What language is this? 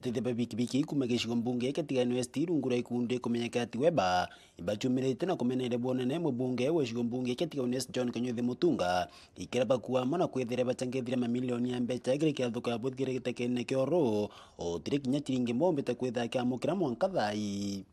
Meru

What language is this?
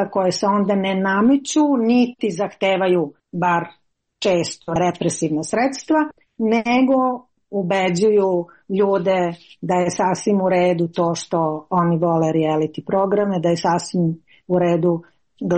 Serbian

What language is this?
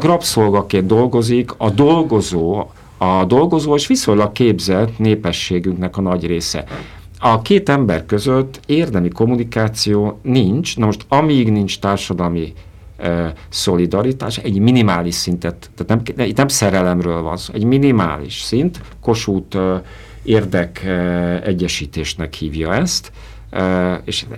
Hungarian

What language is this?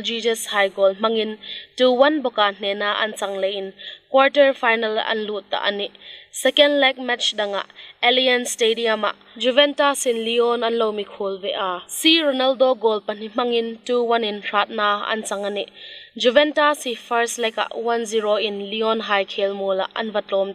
Hmar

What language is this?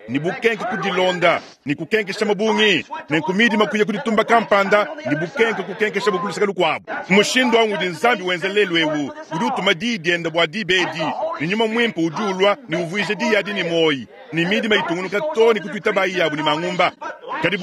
Luba-Lulua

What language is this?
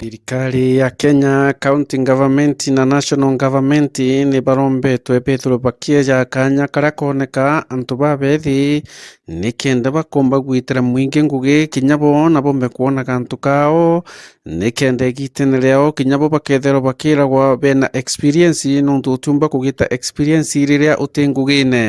Meru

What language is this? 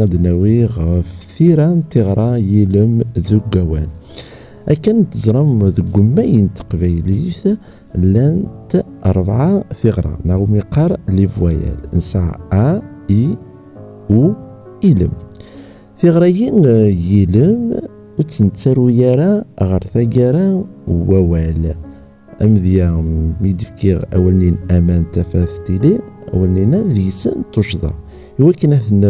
Kabyle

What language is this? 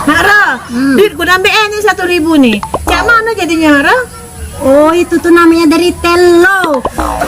Musi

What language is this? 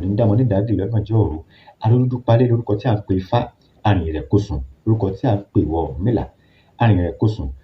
Yoruba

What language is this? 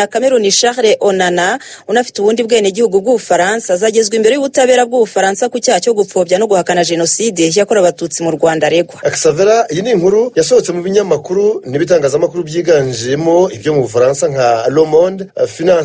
Kinyarwanda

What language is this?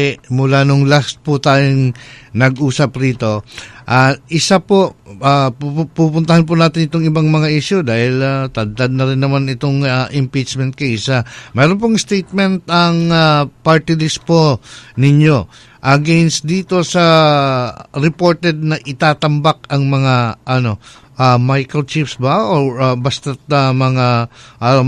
Cebuano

